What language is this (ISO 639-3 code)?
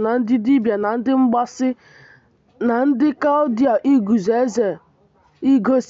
ibo